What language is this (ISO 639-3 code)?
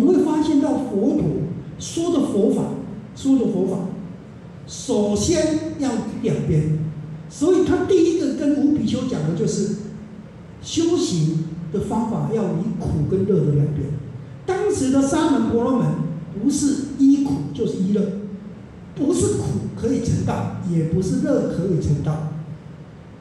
zho